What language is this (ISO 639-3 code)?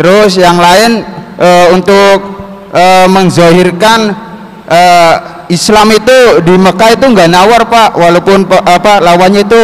bew